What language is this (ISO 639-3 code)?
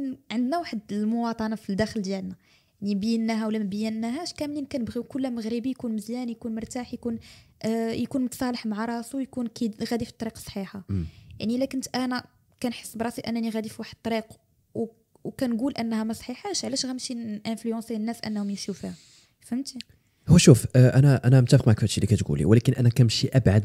ary